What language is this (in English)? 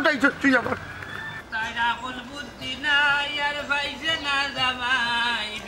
Sylheti